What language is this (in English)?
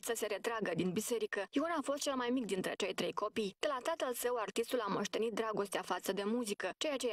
Romanian